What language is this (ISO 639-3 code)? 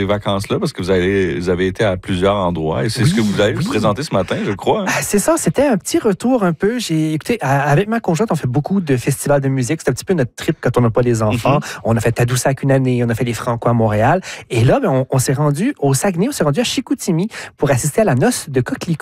fra